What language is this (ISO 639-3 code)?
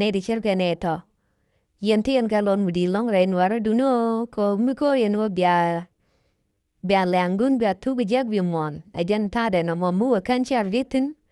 nus